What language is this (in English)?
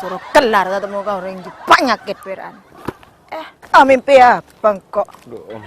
Madurese